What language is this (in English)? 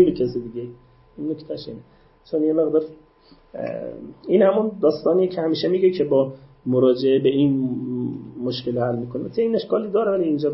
Persian